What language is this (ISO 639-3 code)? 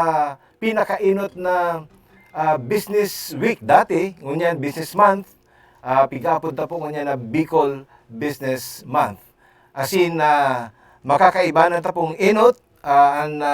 bik